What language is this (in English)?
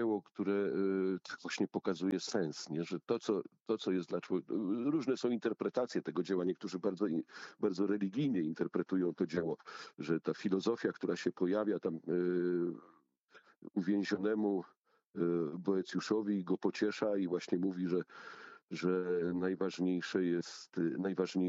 Polish